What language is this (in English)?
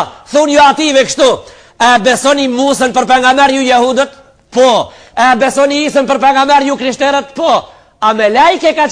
Albanian